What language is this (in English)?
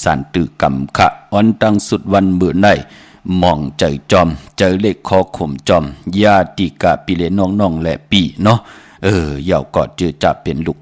Shan